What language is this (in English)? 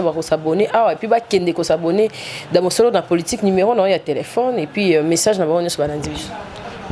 Lingala